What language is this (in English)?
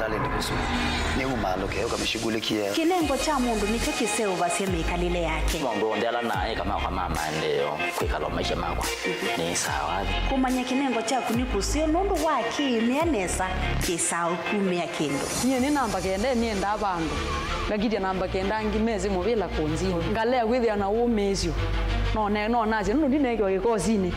Kamba